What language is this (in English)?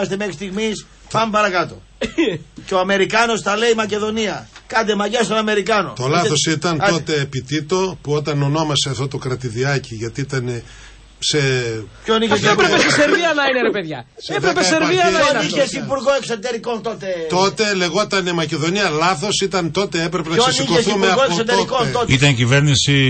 Greek